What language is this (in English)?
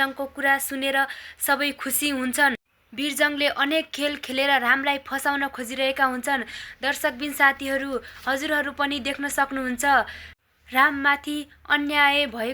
Nepali